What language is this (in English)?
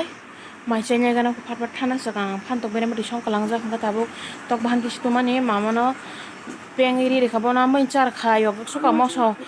Kok Borok